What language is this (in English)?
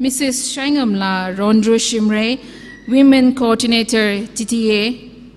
Tangkhul Naga (India)